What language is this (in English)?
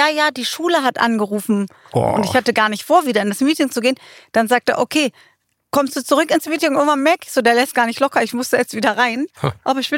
German